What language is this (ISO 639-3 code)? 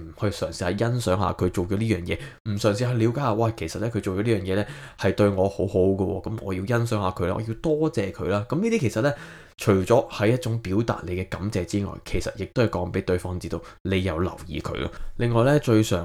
yue